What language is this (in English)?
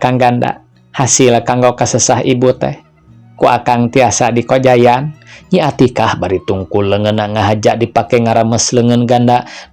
Sundanese